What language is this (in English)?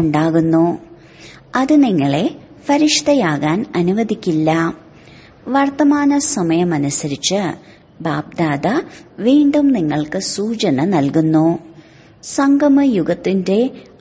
Malayalam